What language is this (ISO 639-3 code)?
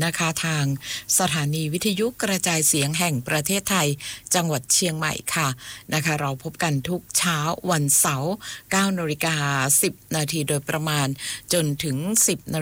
tha